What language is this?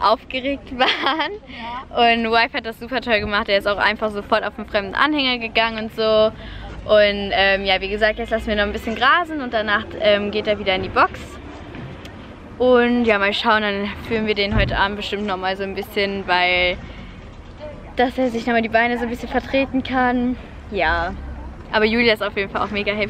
German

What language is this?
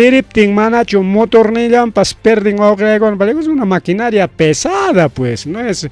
Ayacucho Quechua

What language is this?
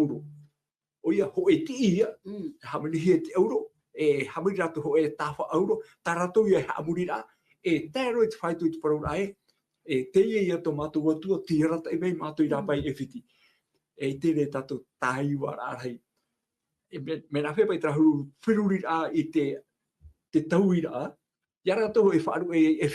Tahitian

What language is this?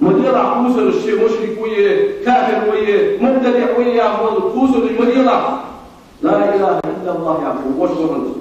Ingush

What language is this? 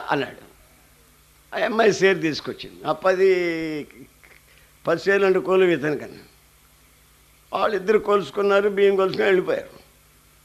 Telugu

